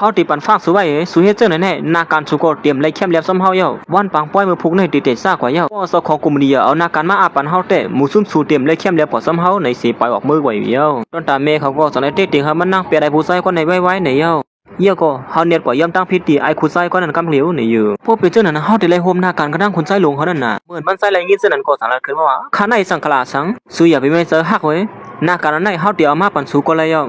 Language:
Shan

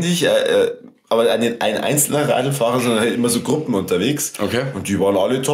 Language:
Bavarian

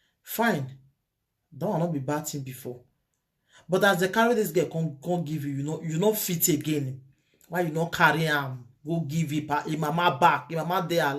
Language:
Nigerian Pidgin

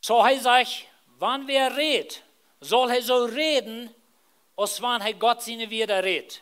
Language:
Plautdietsch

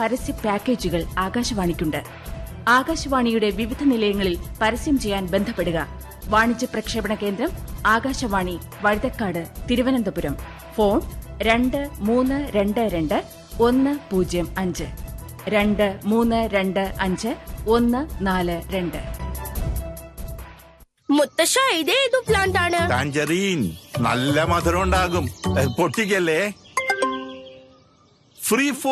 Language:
Malayalam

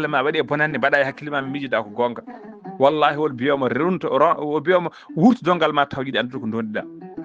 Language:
Fula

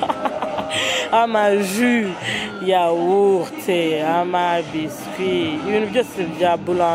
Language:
Kinyarwanda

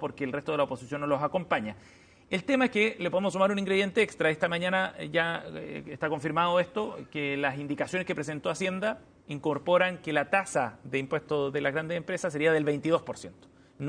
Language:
Spanish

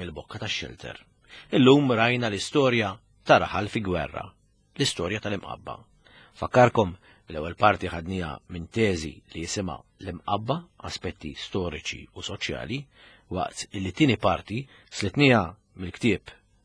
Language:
Maltese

